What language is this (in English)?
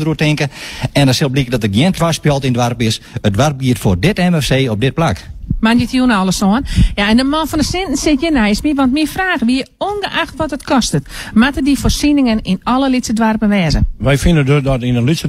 Western Frisian